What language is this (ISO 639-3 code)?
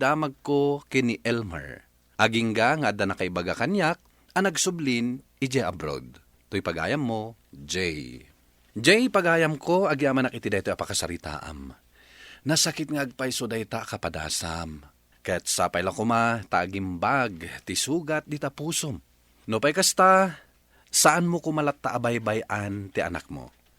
ilo